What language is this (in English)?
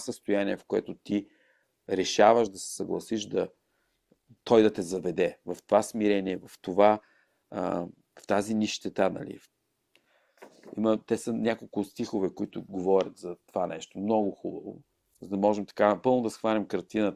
Bulgarian